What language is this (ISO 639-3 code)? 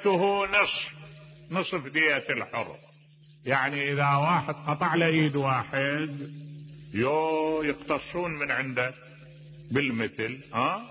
acm